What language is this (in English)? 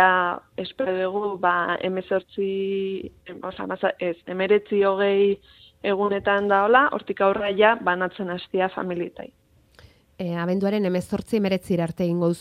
Basque